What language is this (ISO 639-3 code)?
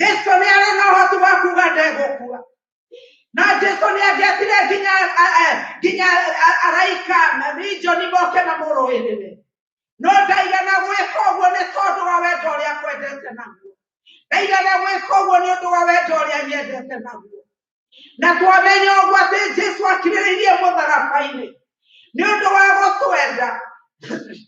kik